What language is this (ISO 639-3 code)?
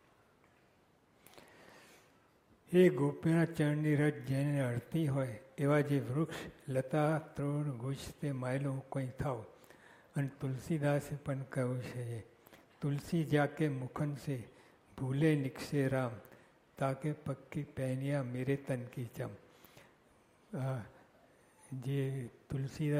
guj